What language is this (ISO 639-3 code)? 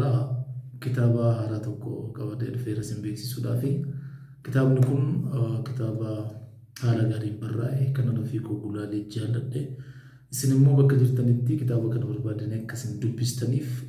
orm